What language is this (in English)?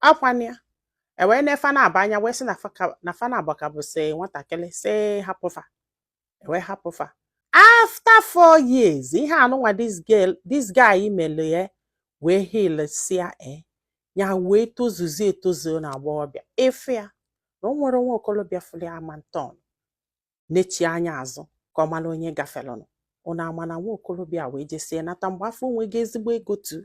Igbo